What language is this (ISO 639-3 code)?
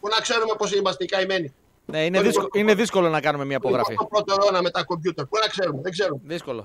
ell